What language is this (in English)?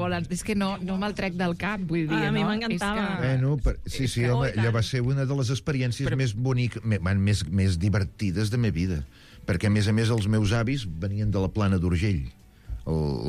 Catalan